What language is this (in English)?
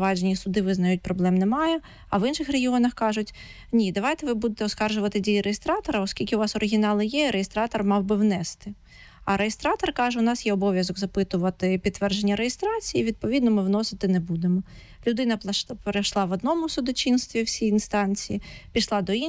Ukrainian